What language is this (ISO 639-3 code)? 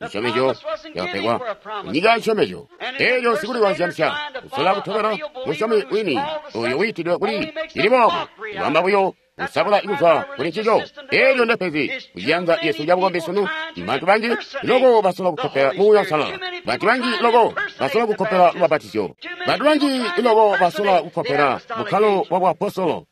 toi